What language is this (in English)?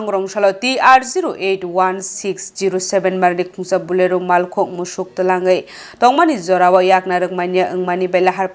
Kok Borok